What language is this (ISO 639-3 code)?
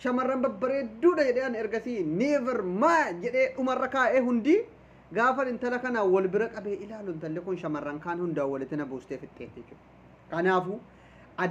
orm